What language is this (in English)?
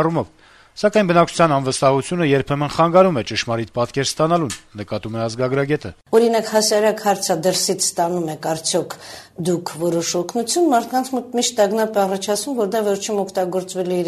Armenian